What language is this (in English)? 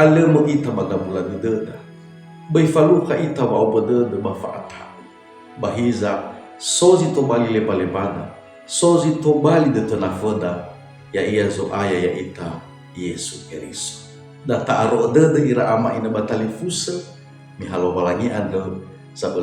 Nias